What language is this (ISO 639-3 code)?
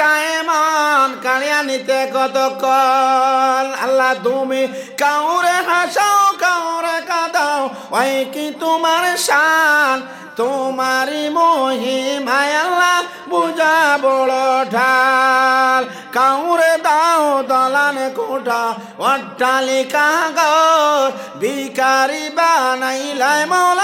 syl